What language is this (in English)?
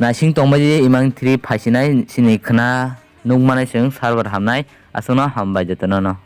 Kok Borok